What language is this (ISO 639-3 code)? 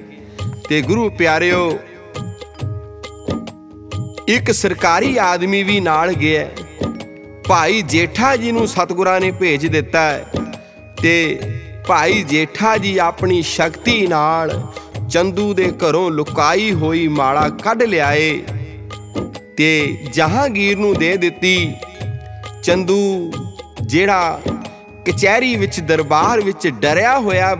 pan